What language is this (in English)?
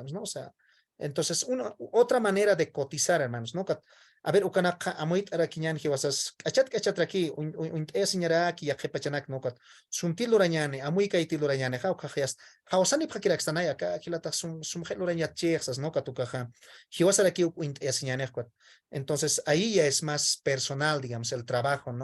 Aymara